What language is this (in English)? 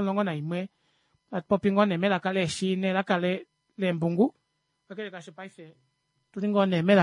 Kuanyama